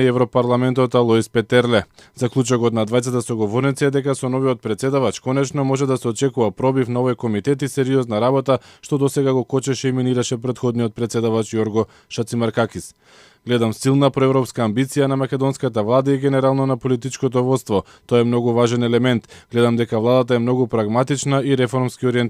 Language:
Macedonian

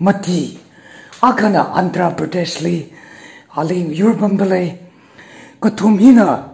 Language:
Tangkhul Naga (India)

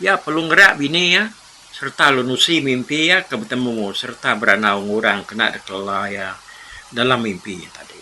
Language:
Iban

